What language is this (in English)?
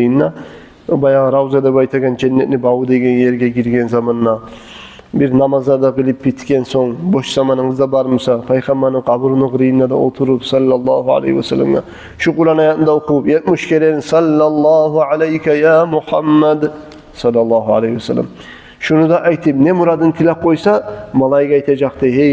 Kumyk